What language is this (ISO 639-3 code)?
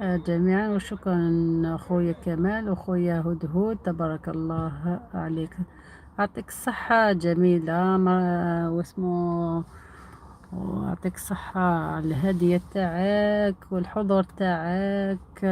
arq